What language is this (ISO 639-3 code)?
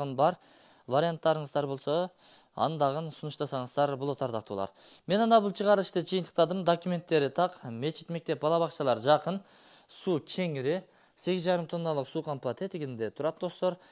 kir